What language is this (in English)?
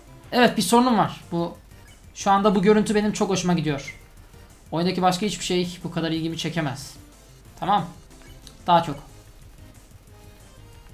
Turkish